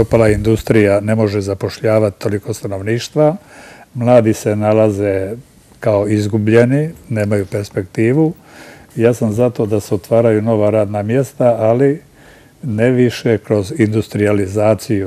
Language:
Croatian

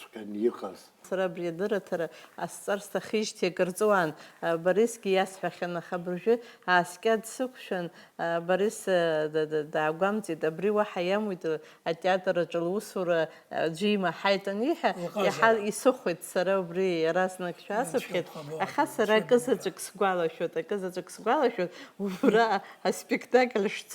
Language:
Abkhazian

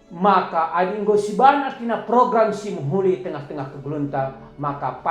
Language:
Batak Karo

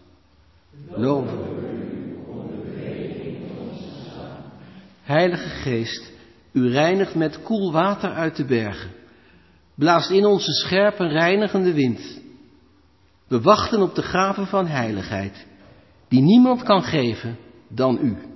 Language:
Dutch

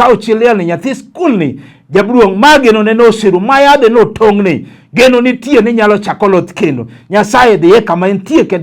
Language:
Luo (Kenya and Tanzania)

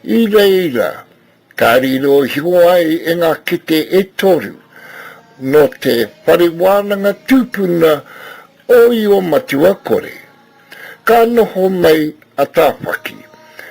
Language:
Māori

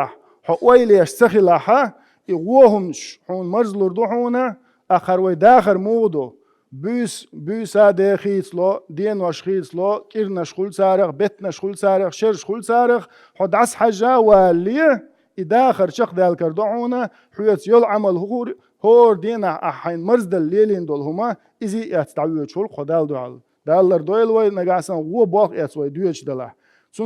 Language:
Chechen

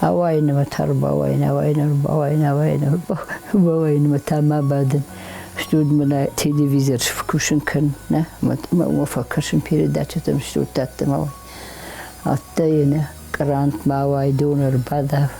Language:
Ossetic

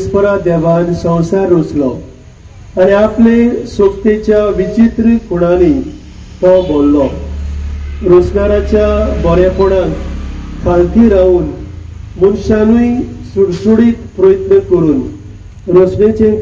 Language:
Konkani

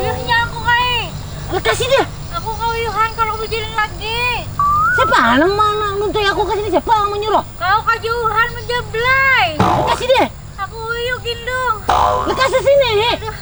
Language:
Banjar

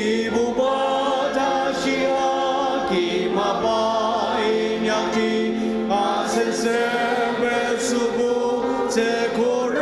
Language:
Ao Naga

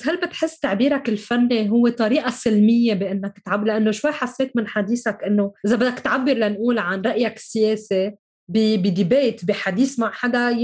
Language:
North Levantine Arabic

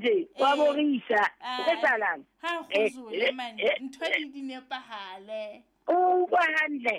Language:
Southern Sotho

